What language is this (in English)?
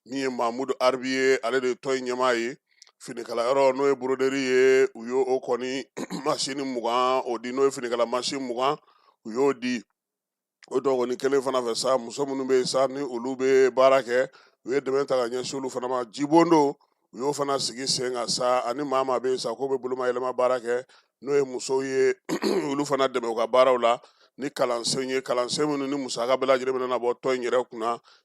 Bambara